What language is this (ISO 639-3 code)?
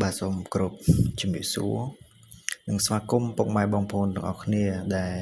khm